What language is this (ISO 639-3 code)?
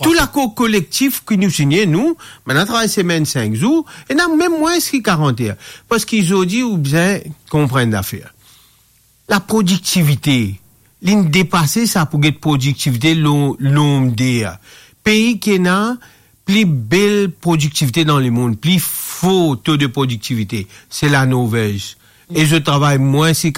mfe